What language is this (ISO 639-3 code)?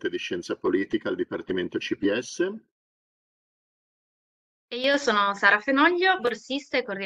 ita